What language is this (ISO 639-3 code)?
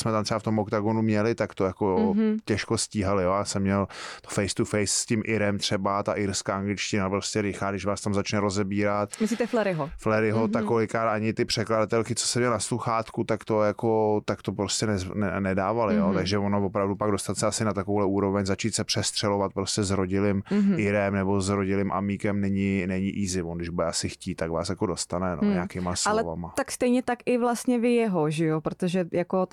ces